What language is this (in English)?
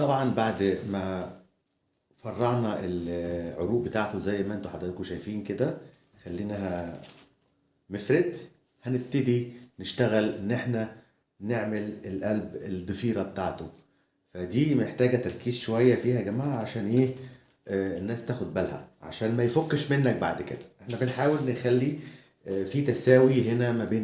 Egyptian Arabic